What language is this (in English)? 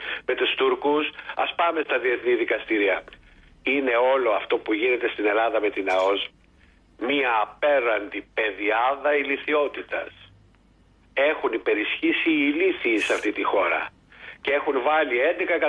Greek